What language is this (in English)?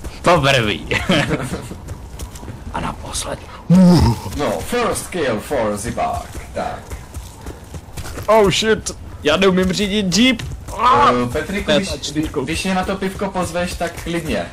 Czech